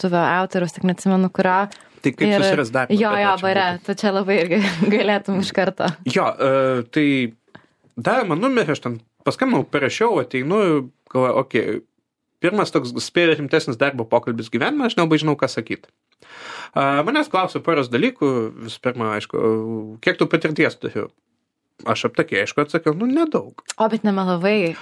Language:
Lithuanian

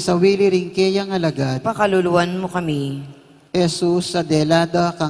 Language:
Pampanga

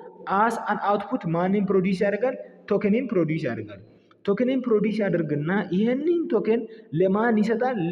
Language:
Amharic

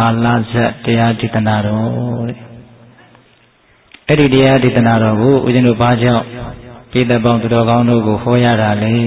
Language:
Burmese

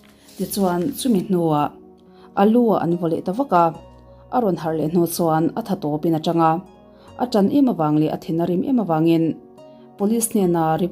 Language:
Mizo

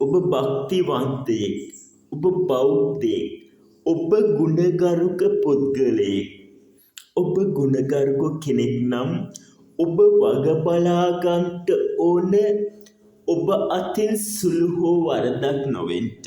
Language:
Sinhala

